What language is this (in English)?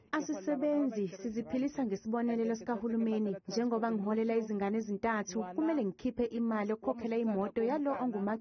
Zulu